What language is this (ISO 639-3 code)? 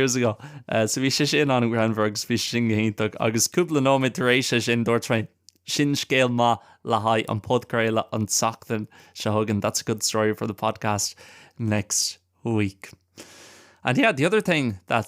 gle